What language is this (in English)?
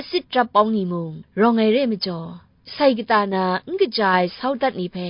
Kachin